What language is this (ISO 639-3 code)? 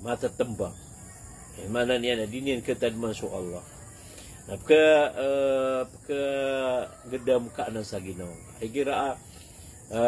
mrw